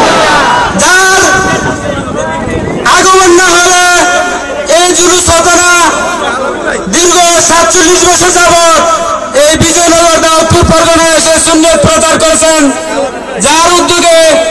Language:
Bangla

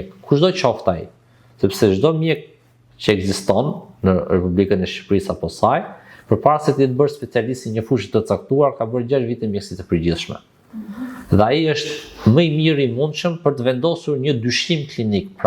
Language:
Albanian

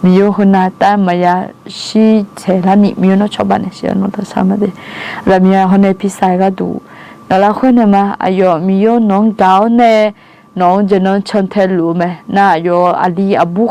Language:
Akha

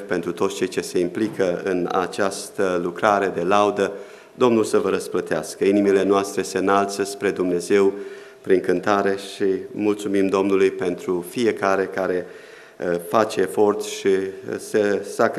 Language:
Romanian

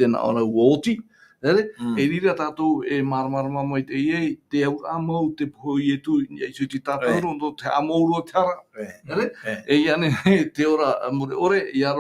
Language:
Tahitian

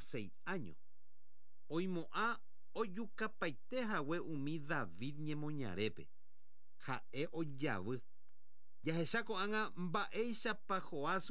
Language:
Guarani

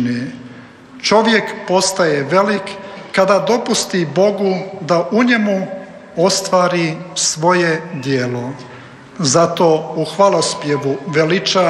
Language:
Croatian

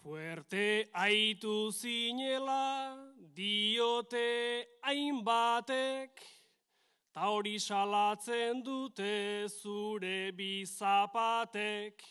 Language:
Basque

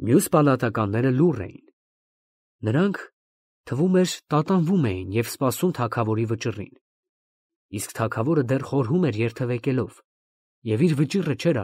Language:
Armenian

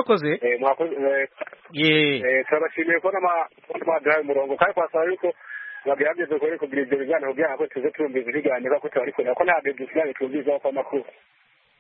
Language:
Kinyarwanda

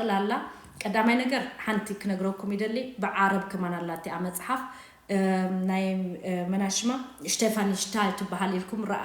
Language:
Tigrinya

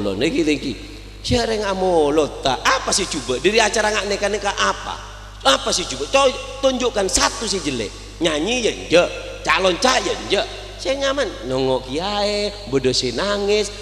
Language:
Madurese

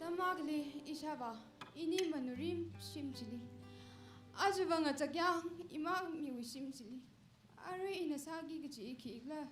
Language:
Tangkhul Naga (India)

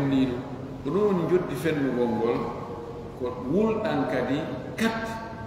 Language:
Fula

